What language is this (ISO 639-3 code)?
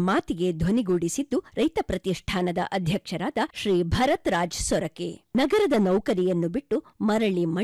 kan